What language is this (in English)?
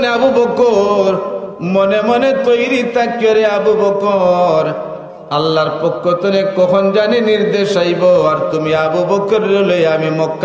Sylheti